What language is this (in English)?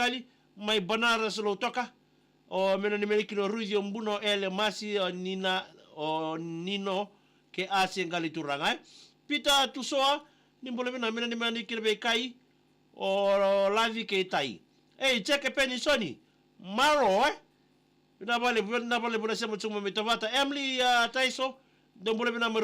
Fijian